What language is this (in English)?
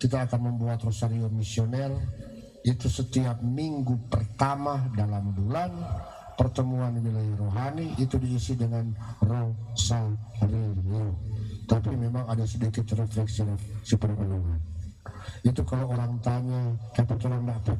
Manado Malay